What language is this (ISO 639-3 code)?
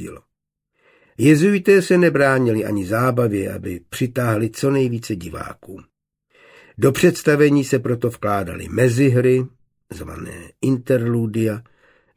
ces